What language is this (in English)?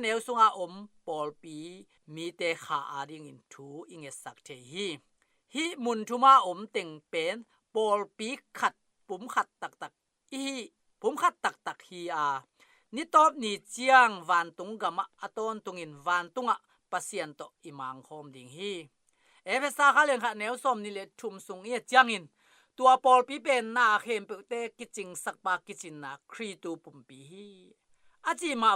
Tedim Chin